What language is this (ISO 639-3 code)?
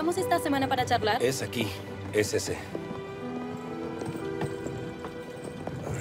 spa